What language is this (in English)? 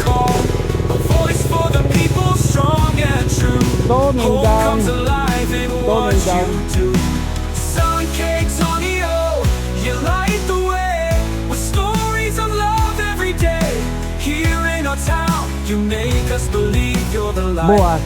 Waray